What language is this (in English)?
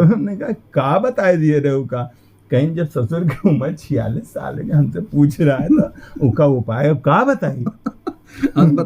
Awadhi